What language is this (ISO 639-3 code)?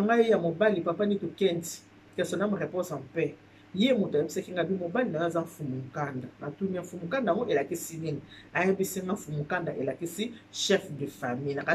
lin